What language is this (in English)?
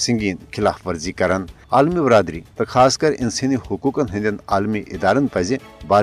Kashmiri